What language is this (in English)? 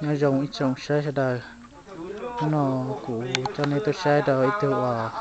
Hmong